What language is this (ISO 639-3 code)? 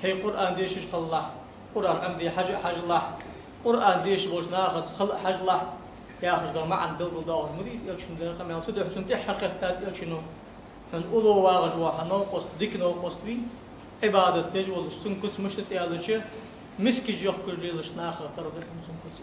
inh